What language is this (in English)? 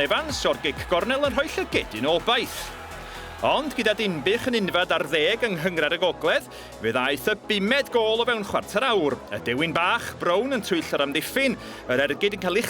Welsh